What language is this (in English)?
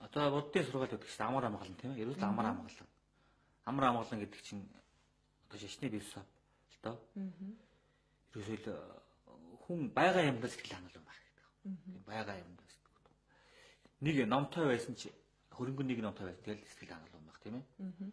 Mongolian